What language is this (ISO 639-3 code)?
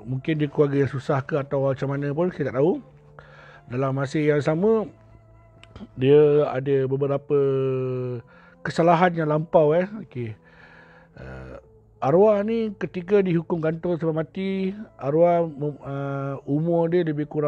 msa